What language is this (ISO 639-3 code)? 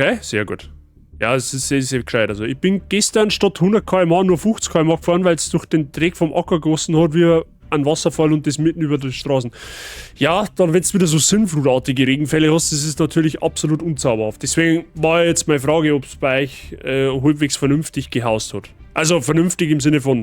bar